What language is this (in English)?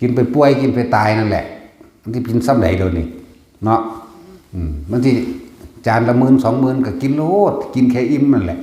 Northeastern Thai